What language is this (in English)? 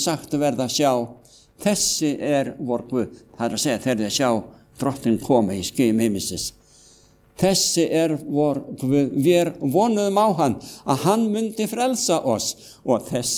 Icelandic